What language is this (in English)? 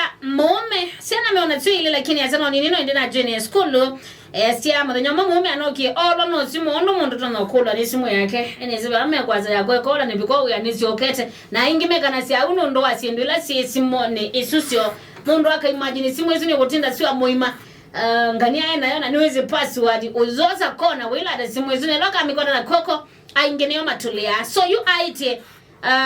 Kamba